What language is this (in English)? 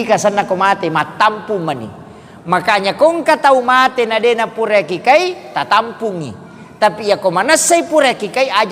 Buginese